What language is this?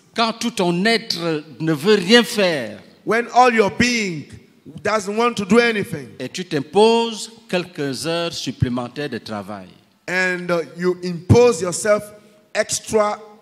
French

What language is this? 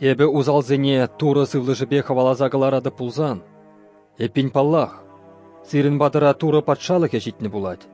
Chuvash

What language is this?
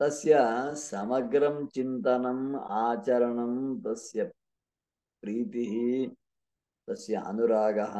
Sanskrit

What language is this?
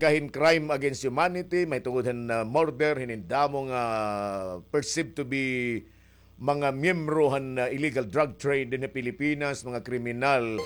Waray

